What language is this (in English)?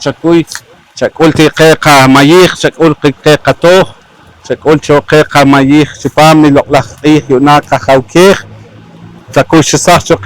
Poqomchi'